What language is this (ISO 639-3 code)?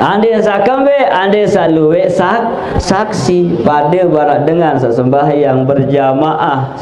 sas